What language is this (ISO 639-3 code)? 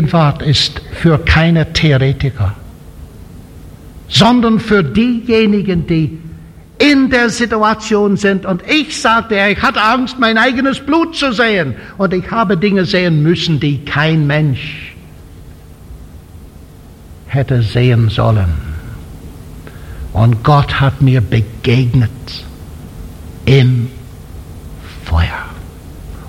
deu